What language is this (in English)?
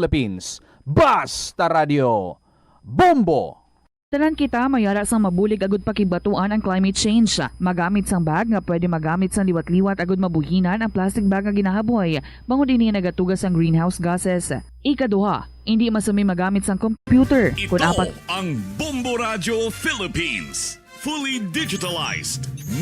Hiligaynon